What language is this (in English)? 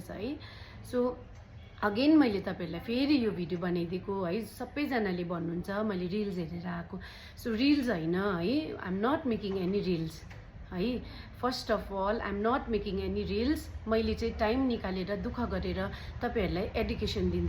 Nepali